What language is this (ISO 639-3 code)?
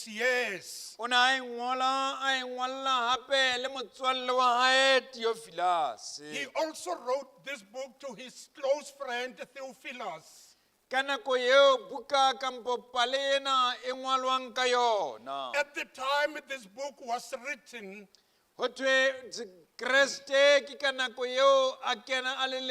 sot